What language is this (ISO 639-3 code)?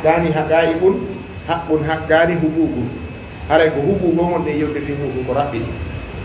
ful